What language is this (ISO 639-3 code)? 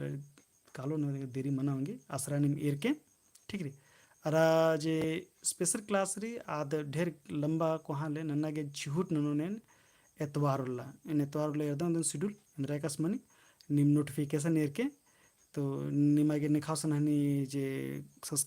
kru